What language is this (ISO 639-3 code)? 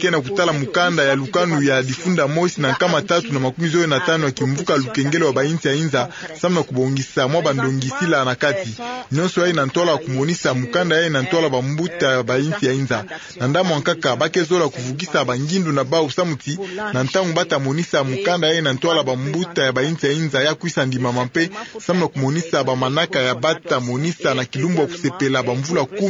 ktu